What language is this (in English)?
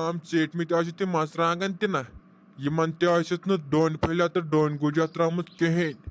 Kashmiri